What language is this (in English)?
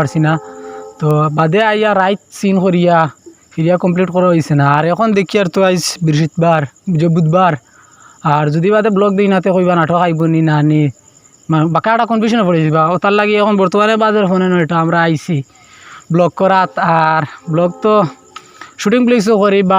Sylheti